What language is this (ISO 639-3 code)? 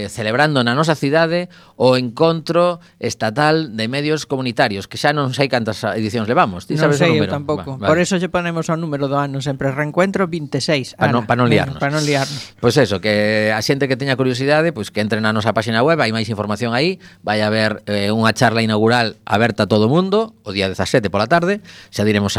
glg